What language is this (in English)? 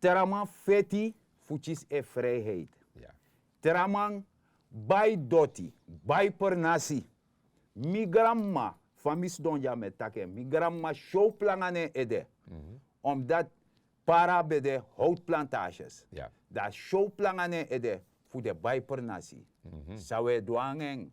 Sranan Tongo